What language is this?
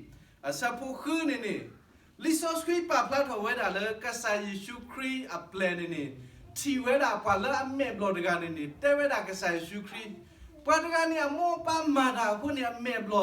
S'gaw Karen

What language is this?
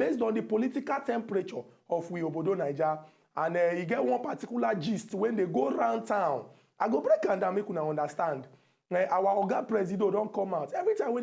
Nigerian Pidgin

